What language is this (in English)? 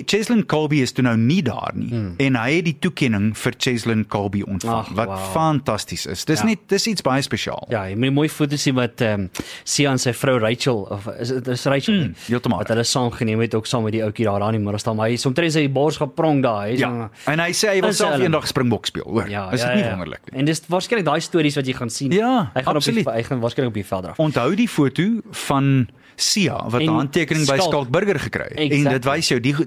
Afrikaans